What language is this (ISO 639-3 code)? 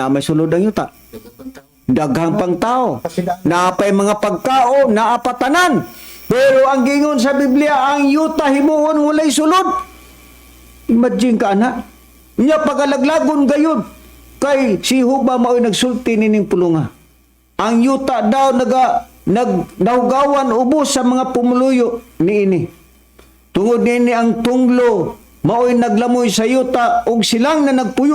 ceb